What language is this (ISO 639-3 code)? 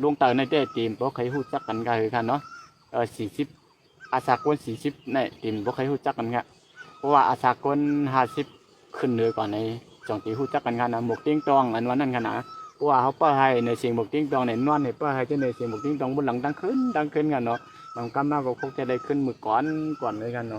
shn